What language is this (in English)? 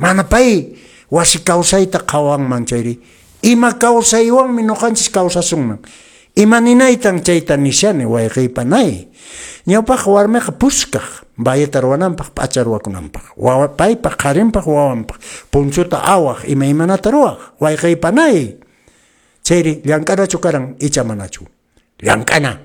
Quechua